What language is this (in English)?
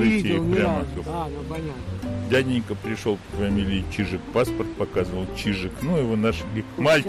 Russian